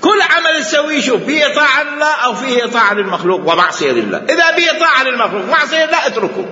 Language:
Mesopotamian Arabic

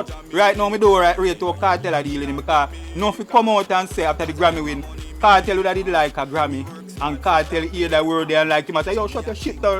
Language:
Jamaican Creole English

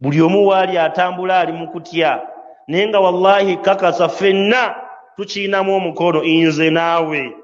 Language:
Ganda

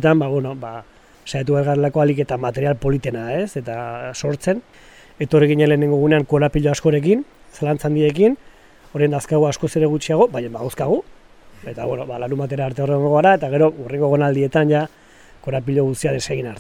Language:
Basque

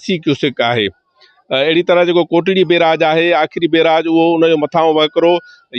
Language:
Sindhi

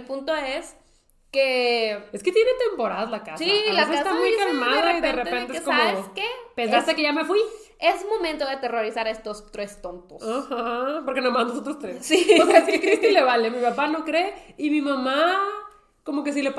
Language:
Spanish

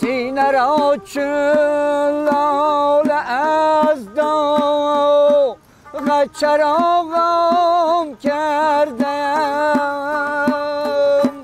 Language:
Tajik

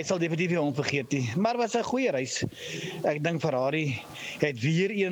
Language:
Afrikaans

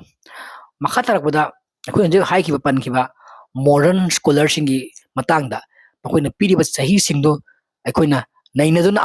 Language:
Manipuri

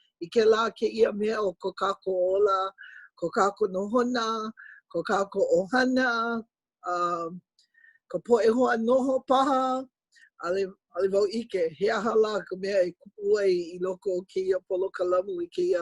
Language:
Hawaiian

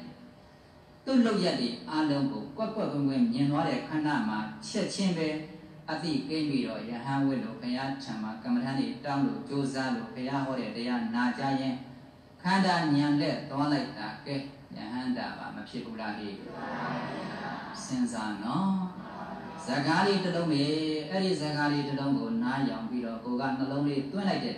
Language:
Burmese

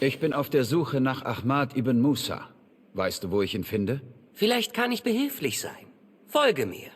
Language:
Bavarian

